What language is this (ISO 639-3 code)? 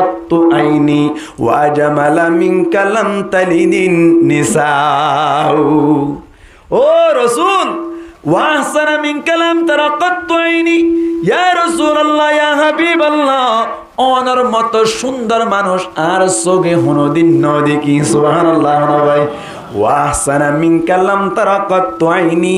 rhg